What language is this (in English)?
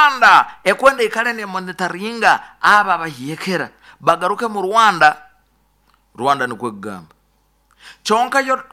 Nyoro